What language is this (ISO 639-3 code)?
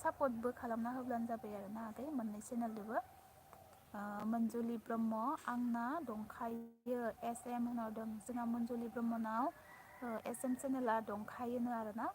brx